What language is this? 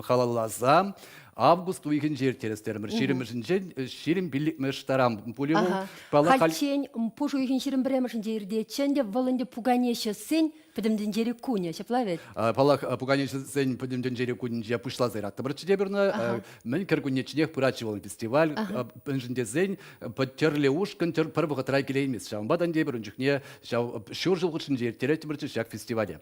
Chuvash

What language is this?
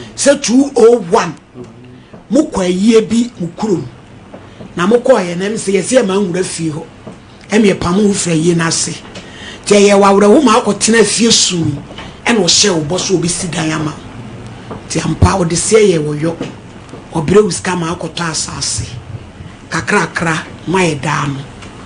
Akan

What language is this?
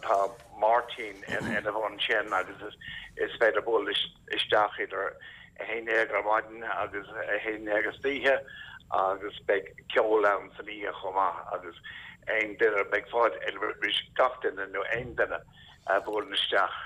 Irish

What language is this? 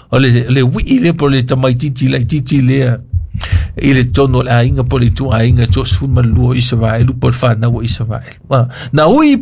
Samoan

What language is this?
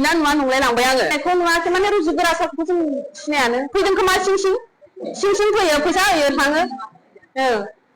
Bodo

